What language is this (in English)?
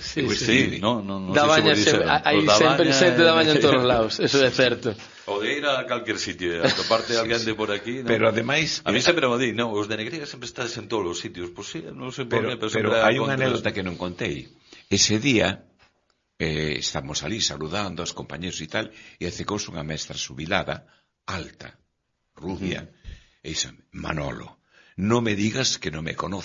Galician